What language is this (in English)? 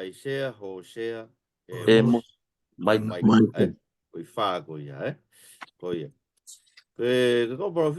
Tongan